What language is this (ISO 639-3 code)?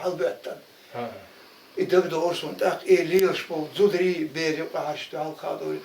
che